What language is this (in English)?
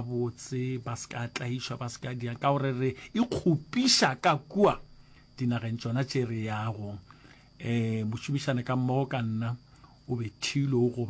Northern Sotho